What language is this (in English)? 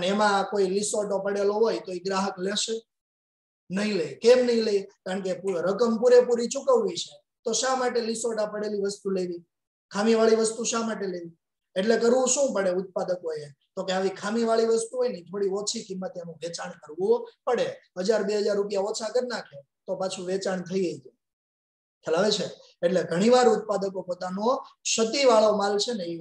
Gujarati